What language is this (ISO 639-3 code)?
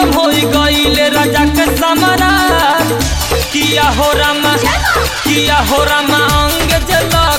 bho